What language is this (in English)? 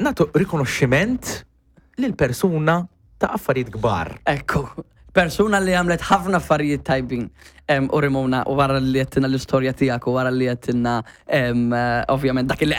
Maltese